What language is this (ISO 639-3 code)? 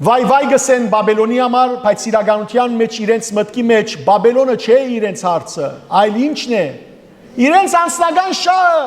hyw